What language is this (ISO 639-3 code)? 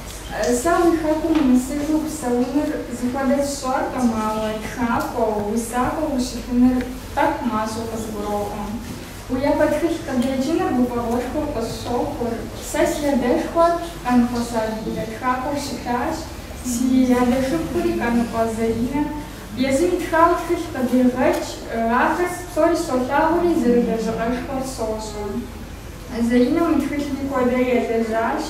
kbd